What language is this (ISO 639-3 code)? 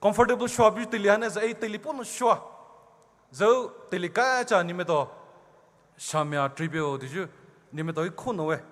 pmx